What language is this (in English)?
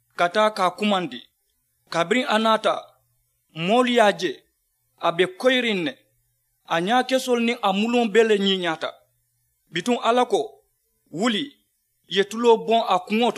Mandingo